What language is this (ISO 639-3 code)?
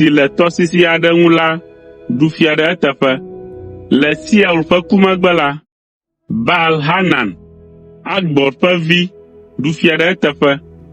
ewe